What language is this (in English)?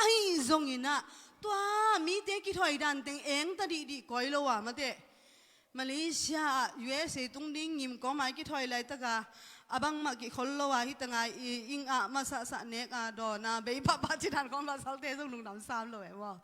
Tedim Chin